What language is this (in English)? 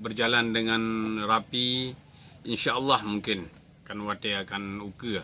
Achinese